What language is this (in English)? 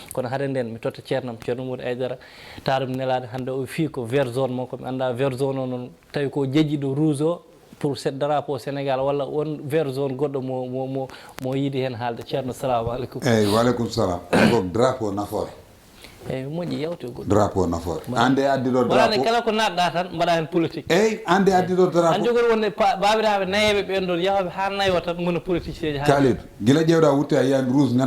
Fula